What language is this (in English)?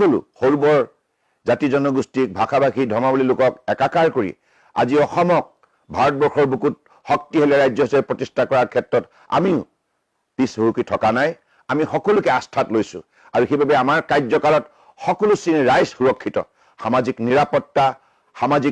Assamese